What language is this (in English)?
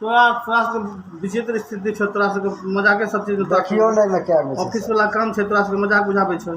Maithili